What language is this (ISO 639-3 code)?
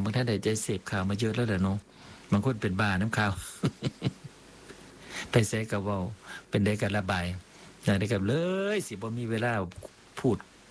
tha